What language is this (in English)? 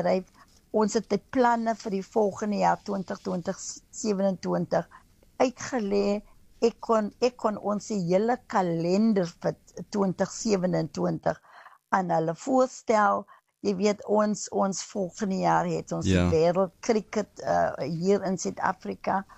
Afrikaans